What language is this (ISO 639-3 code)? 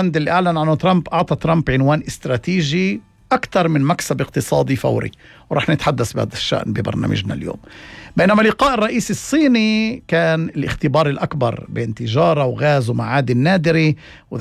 apc